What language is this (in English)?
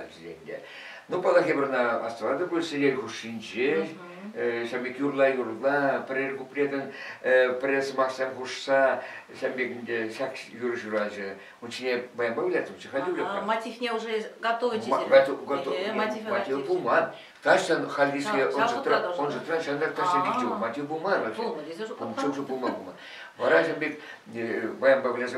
Chuvash